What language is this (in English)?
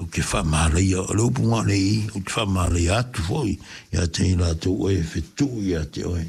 Samoan